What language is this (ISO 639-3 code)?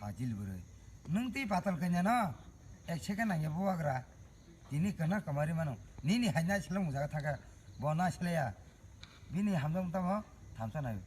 trp